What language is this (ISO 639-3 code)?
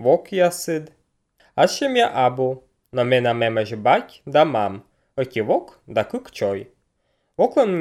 slv